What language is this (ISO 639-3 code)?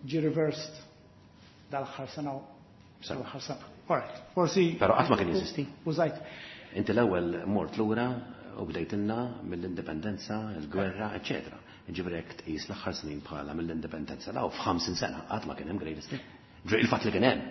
mlt